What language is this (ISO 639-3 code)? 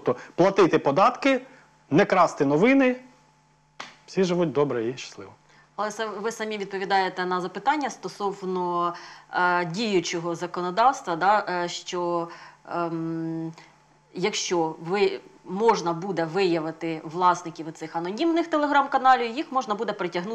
ukr